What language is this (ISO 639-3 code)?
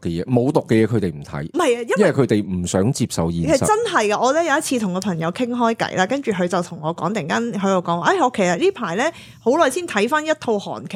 yue